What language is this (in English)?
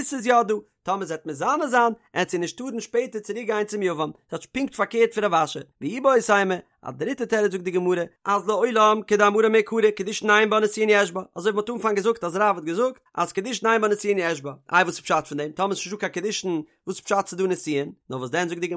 Yiddish